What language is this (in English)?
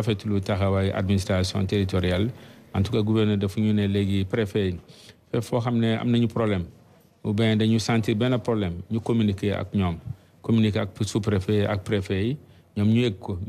Wolof